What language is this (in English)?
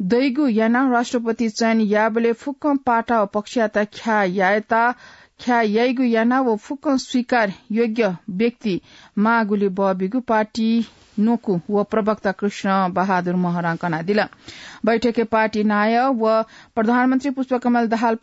Newari